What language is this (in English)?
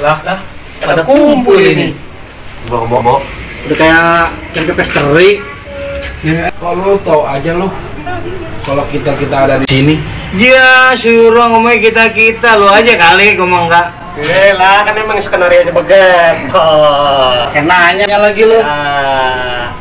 Betawi